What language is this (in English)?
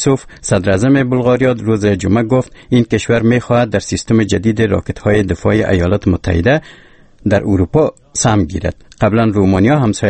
Persian